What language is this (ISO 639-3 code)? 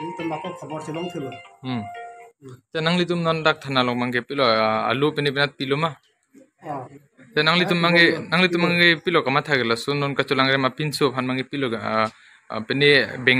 mjw